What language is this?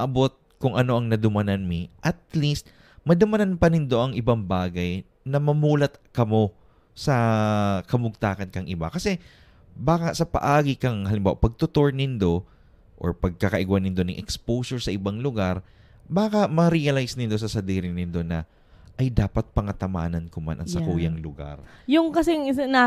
Bikol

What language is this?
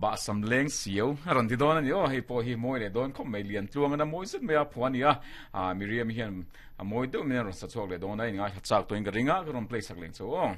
Mizo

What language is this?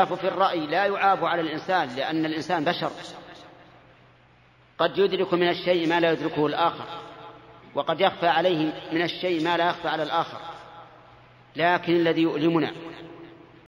Arabic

